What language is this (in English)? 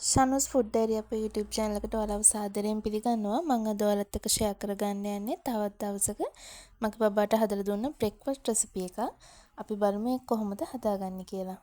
Sinhala